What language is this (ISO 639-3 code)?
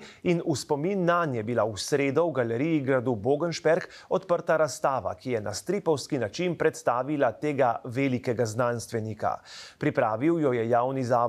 slv